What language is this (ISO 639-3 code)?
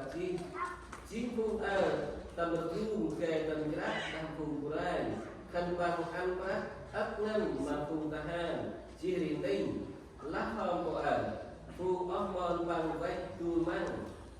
cmo